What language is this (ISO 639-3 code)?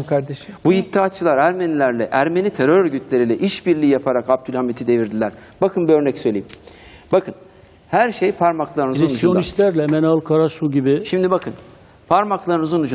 tur